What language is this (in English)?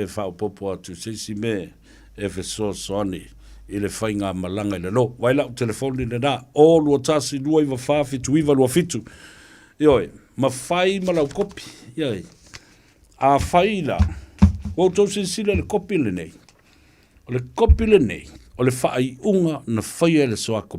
Samoan